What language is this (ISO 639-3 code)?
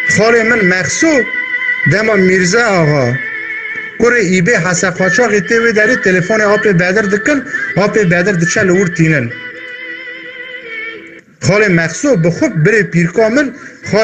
kur